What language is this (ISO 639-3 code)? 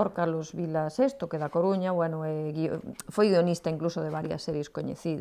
glg